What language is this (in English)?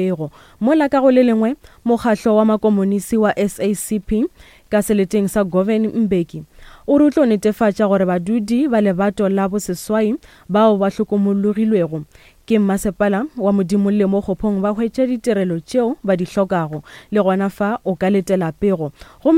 Northern Sotho